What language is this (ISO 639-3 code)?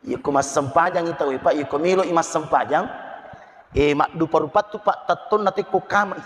bug